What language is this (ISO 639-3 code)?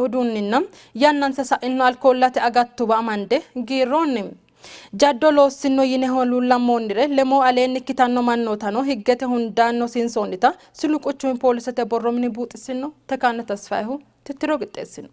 sid